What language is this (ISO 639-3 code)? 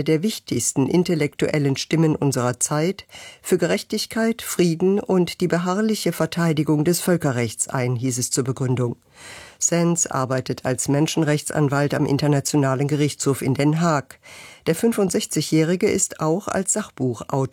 deu